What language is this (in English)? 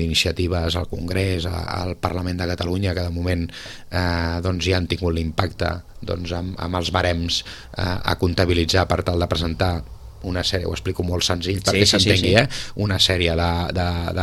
Catalan